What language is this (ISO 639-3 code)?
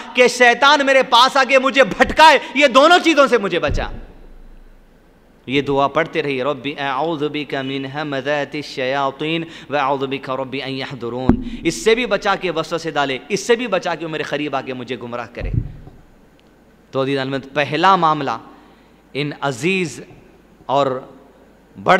urd